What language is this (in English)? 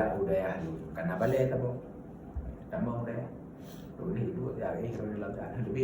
Achinese